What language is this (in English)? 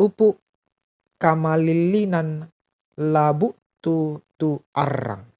Toraja-Sa'dan